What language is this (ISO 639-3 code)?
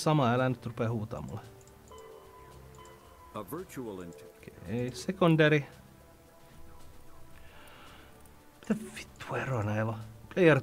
fin